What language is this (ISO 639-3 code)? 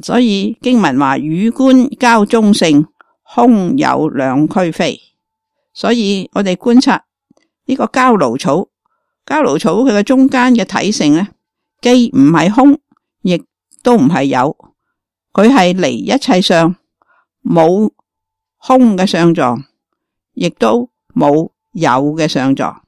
yue